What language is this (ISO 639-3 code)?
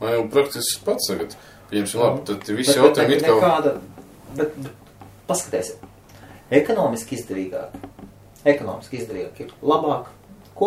lav